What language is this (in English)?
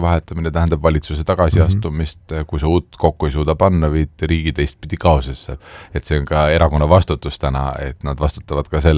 Estonian